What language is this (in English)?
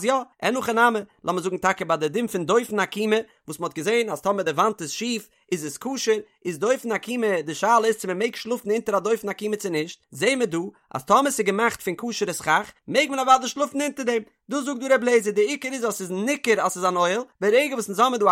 Yiddish